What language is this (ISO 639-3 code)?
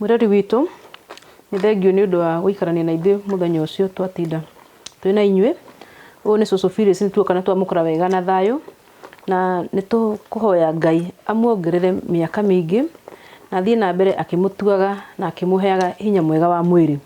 kik